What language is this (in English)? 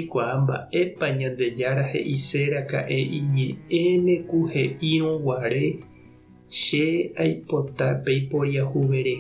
Guarani